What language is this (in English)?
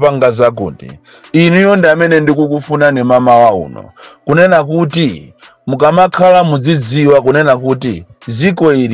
Nyanja